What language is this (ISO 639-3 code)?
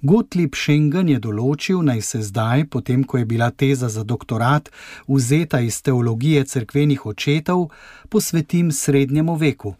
slv